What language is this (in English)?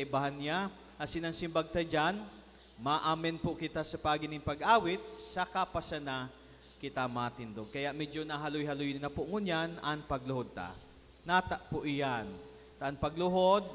Bikol